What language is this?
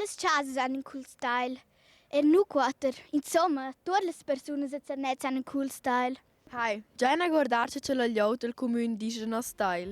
Romansh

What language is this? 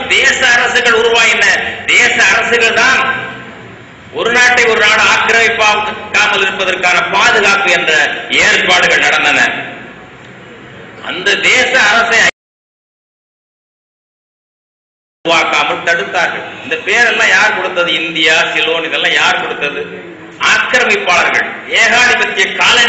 Tamil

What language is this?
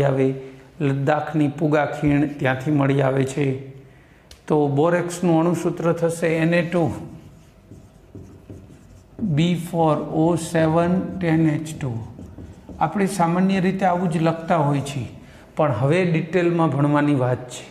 Gujarati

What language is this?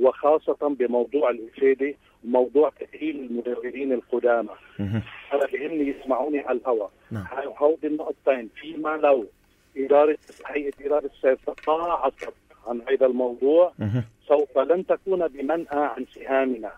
North Levantine Arabic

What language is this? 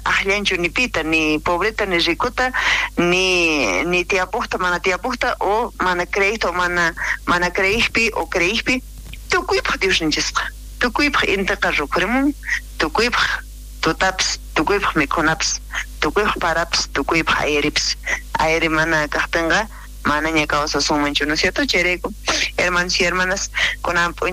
South Bolivian Quechua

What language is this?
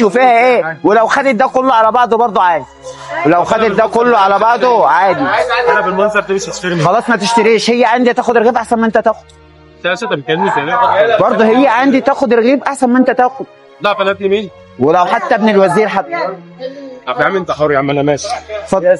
Egyptian Arabic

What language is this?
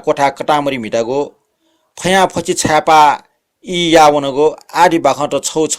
Newari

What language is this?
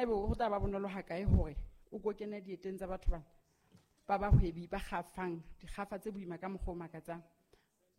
Southern Sotho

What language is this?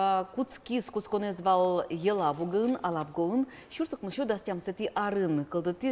Udmurt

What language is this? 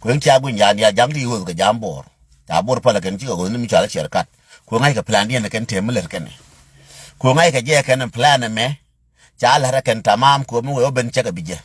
Nuer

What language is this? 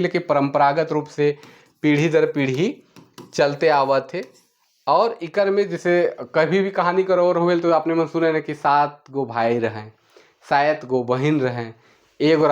Sadri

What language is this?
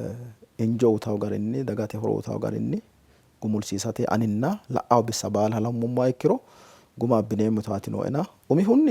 Sidamo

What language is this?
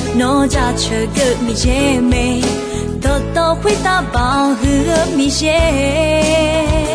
Akha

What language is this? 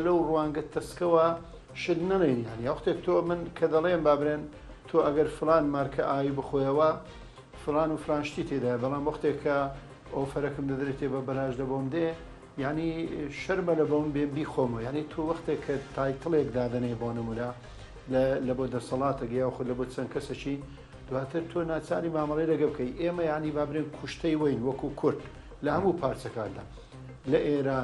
Central Kurdish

